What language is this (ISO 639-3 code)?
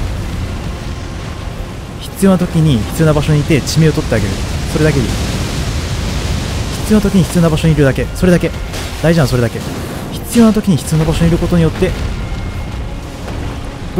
jpn